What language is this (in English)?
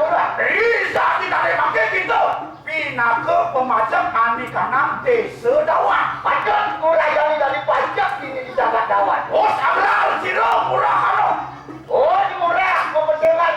Balinese